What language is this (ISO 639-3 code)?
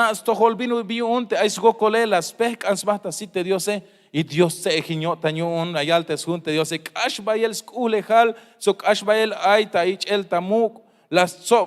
tzh